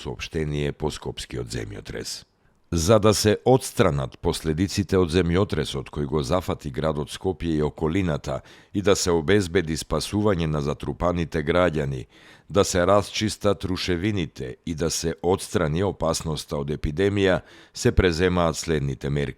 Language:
Macedonian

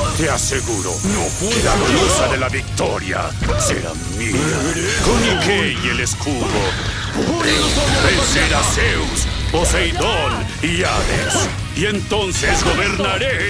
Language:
Spanish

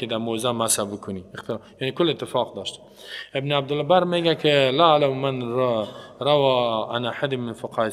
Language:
Persian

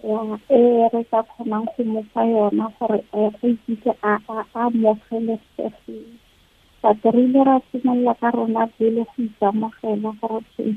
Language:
Tswana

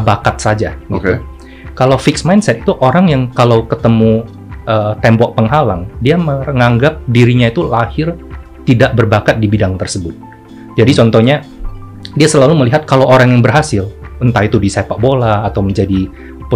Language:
Indonesian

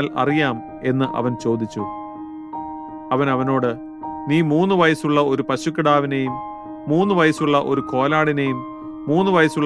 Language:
Malayalam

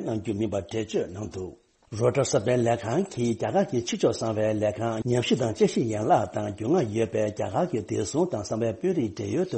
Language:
Tibetan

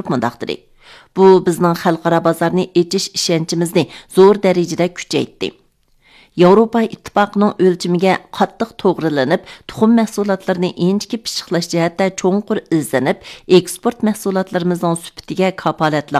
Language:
Uyghur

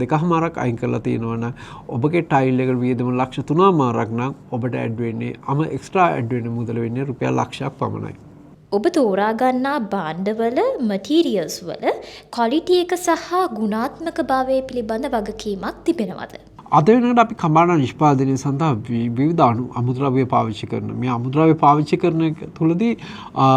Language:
Sinhala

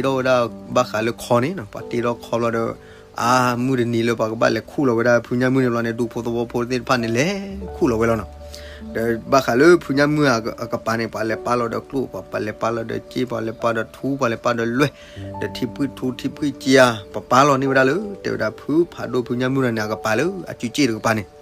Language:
S'gaw Karen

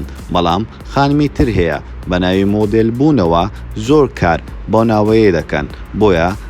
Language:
Central Kurdish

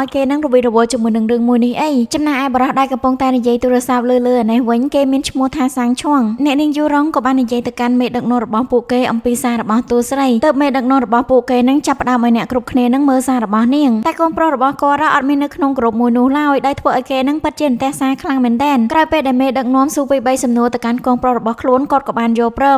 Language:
Khmer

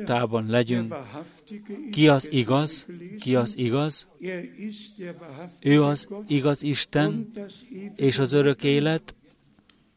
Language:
Hungarian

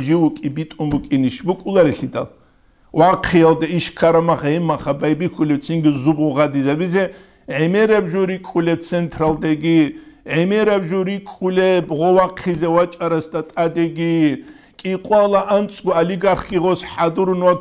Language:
Avaric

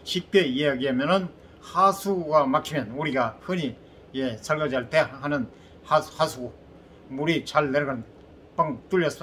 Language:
Korean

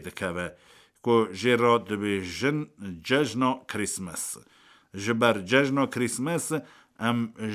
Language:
Kurdish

